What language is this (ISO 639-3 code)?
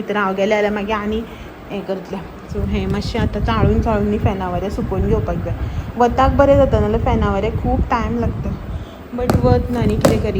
kok